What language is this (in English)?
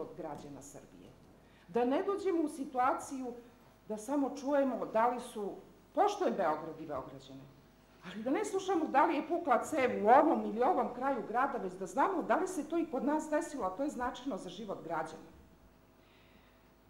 Serbian